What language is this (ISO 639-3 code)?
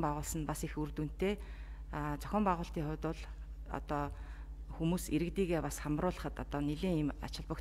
mon